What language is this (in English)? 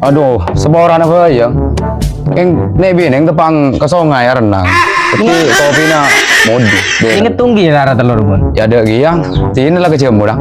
Madurese